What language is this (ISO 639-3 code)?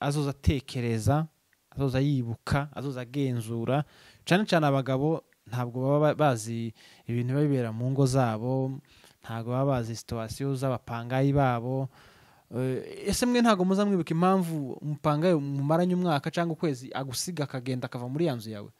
run